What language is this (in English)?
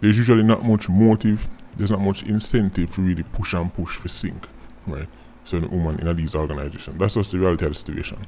Jamaican Creole English